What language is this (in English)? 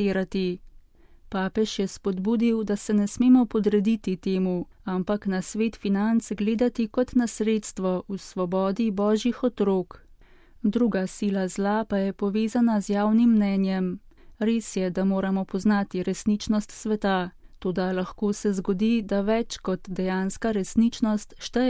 Slovenian